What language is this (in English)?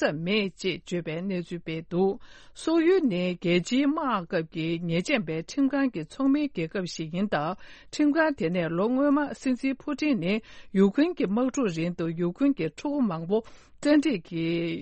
Tibetan